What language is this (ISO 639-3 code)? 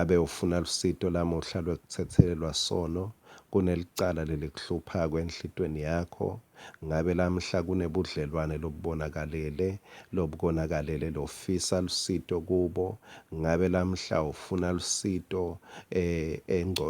ssw